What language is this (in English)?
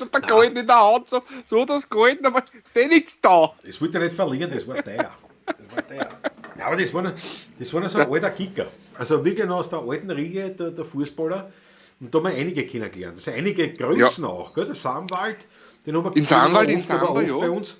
Bavarian